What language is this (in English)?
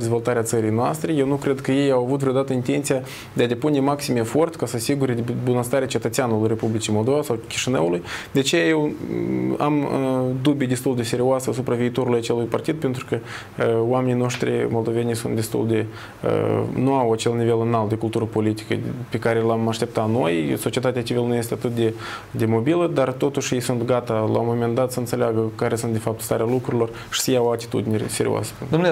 Romanian